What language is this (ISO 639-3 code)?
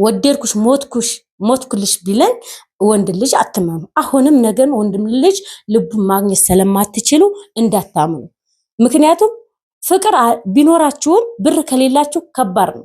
amh